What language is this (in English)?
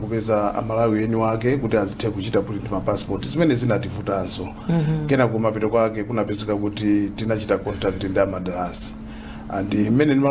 Nyanja